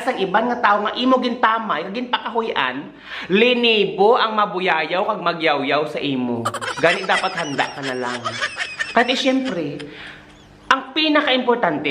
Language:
Hiligaynon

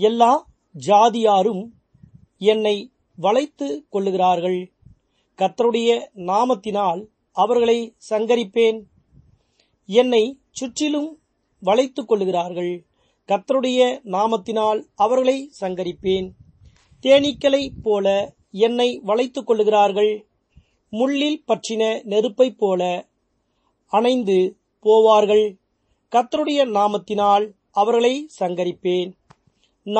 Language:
Tamil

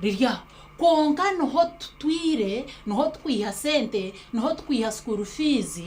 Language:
Nyankole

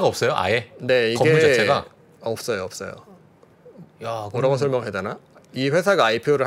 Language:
Korean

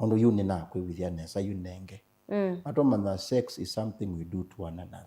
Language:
Kamba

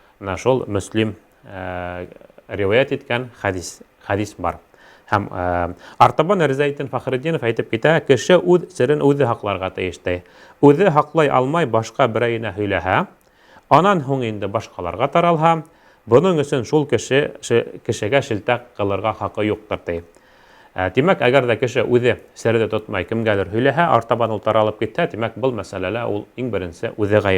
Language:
Bashkir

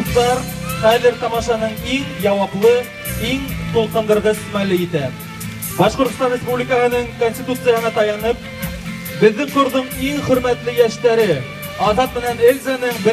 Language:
Bashkir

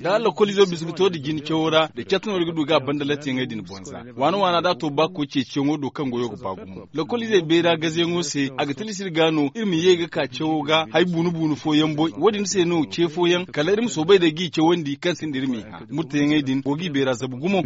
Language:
Zarma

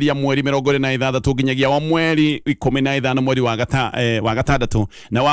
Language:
Kikuyu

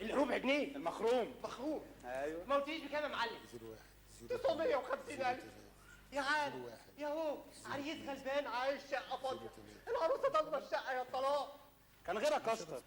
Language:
Egyptian Arabic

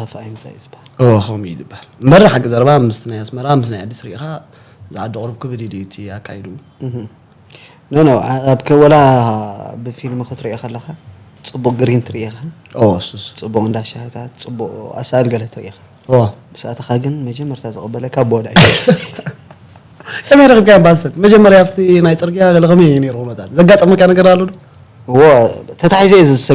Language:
Tigrinya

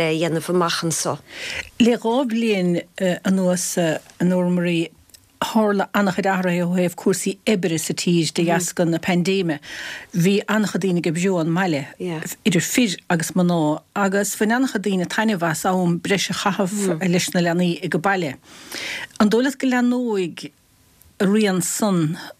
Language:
Irish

